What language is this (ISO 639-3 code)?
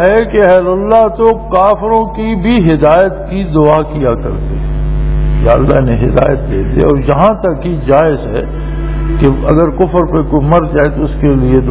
urd